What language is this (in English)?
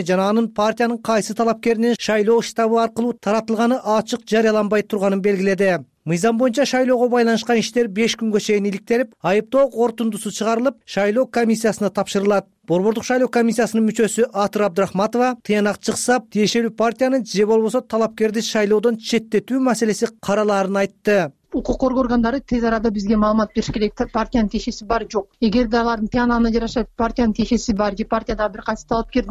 Kyrgyz